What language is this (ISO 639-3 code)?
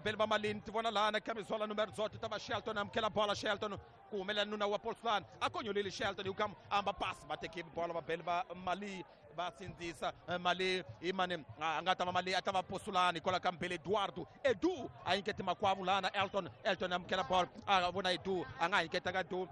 tso